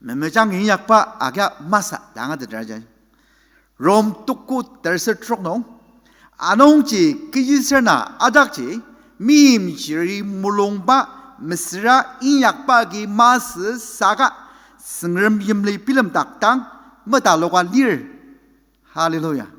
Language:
Ao Naga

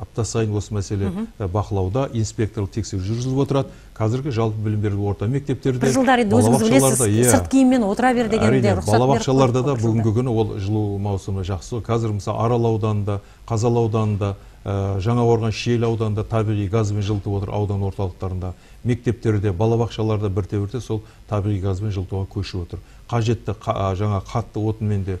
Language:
Kazakh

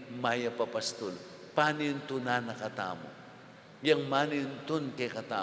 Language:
Pampanga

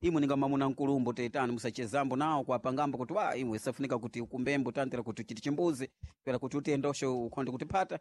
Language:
Sena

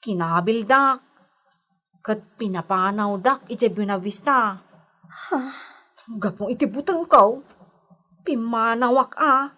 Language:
Iloko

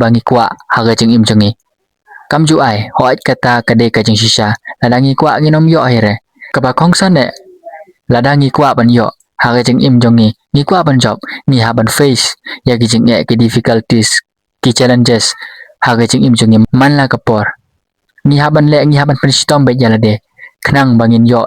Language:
Khasi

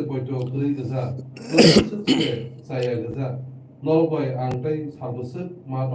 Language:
Kok Borok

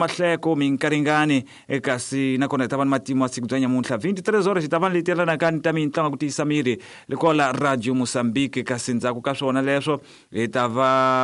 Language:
Tsonga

